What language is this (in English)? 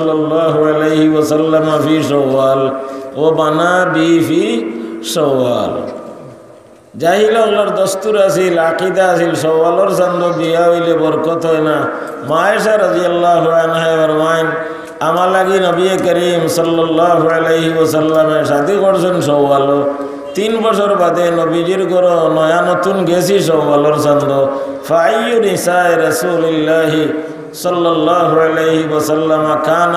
Sylheti